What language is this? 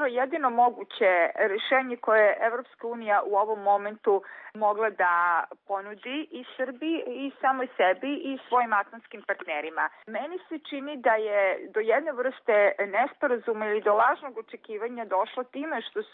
Serbian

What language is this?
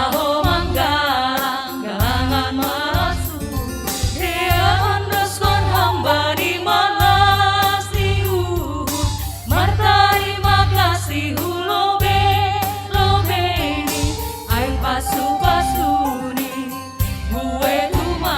Batak Simalungun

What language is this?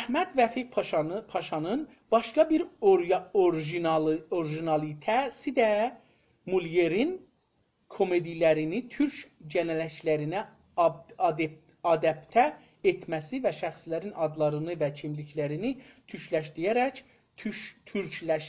South Azerbaijani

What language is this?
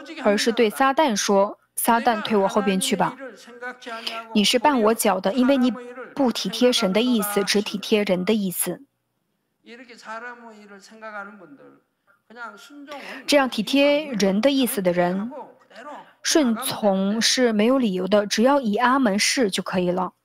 Chinese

